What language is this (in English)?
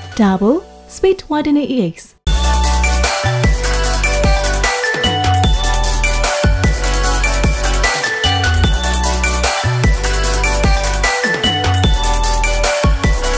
Burmese